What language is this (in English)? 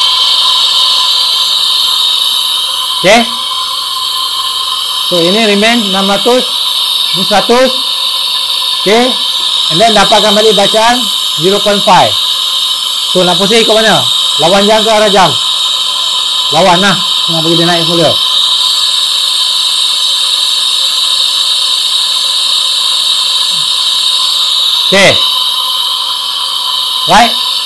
Malay